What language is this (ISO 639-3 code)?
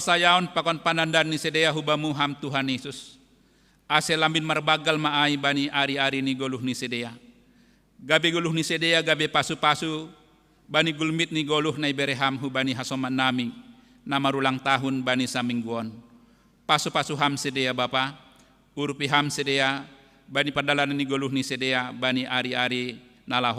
bts